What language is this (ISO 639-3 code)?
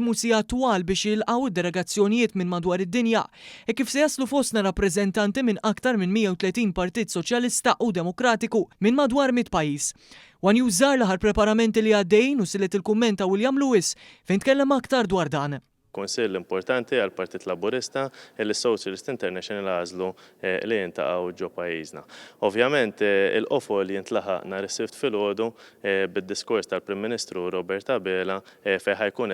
mlt